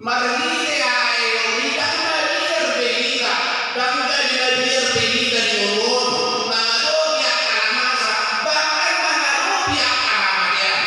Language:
Batak Toba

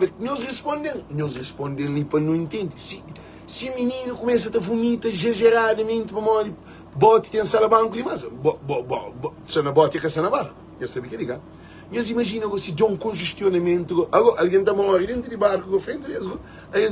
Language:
Kabuverdianu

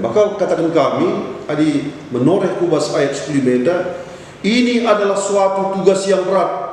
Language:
Batak Karo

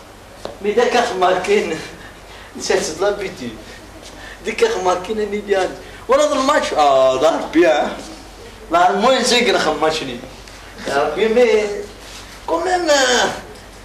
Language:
Kabyle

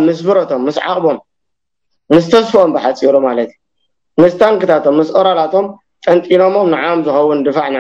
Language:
Tigrinya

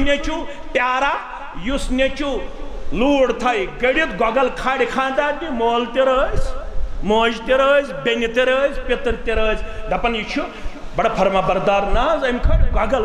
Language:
Kashmiri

